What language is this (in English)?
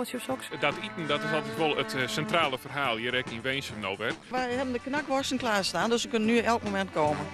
Western Frisian